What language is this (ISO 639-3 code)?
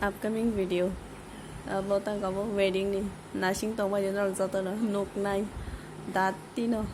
trp